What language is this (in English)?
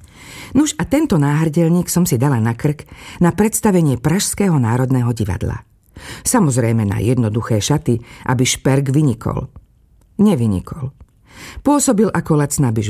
Slovak